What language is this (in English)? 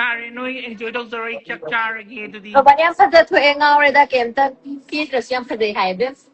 Manipuri